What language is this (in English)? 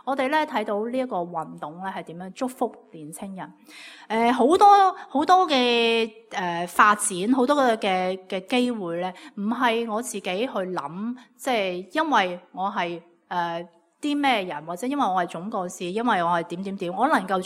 Cantonese